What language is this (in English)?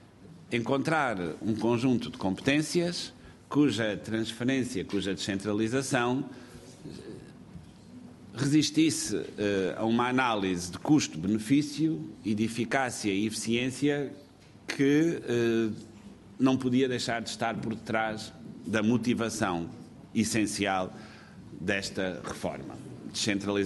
Portuguese